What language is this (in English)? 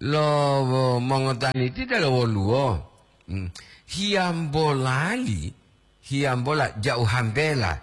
Gorontalo